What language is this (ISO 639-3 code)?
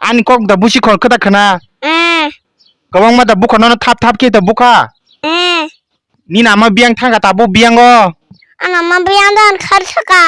trp